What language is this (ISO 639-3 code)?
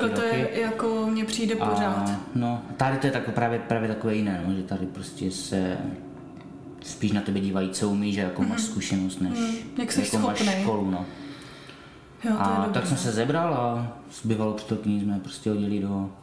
ces